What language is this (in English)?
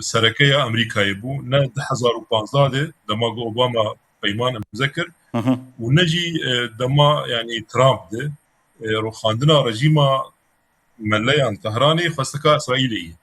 Kurdish